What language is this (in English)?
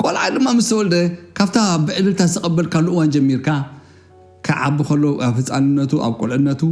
Tigrinya